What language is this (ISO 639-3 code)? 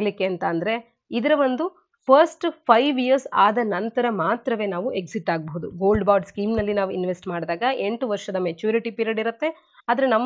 kan